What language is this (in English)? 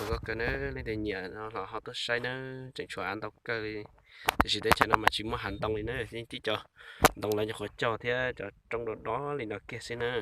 Hmong